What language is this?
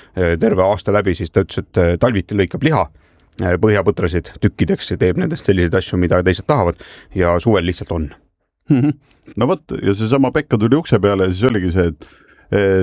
Estonian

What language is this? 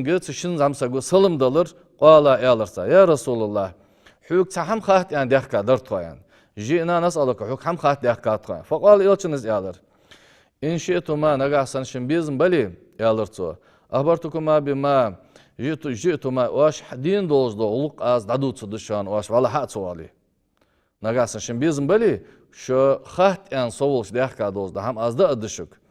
Ingush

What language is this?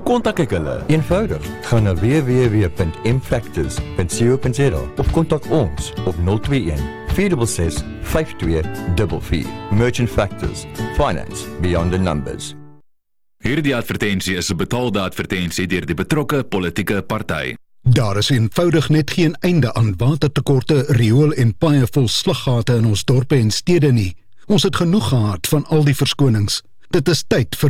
Afrikaans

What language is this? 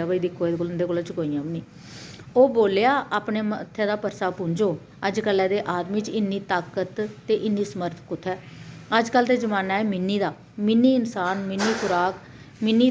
Dogri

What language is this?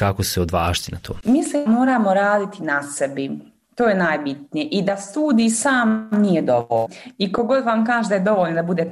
Croatian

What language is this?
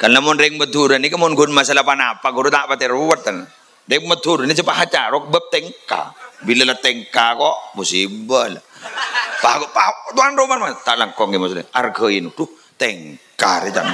Madurese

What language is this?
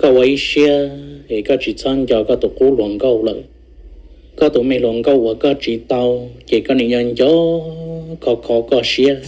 Hmong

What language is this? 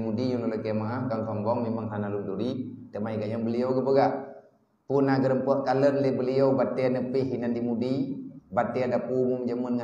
Achinese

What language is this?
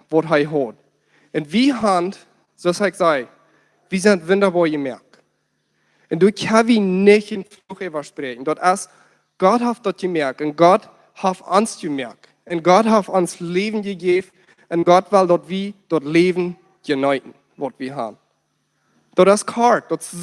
Plautdietsch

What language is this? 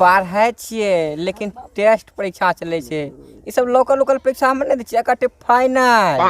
Maithili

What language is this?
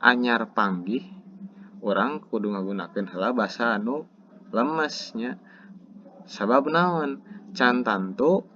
Sundanese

